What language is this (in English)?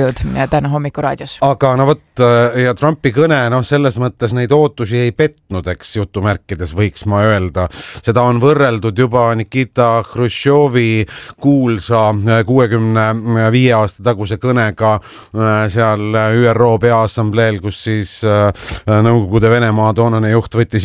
Estonian